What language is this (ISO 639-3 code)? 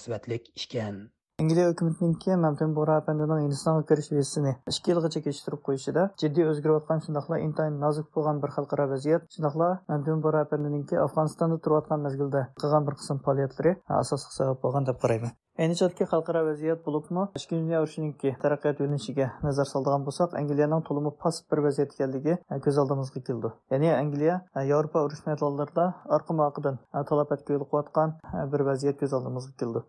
uig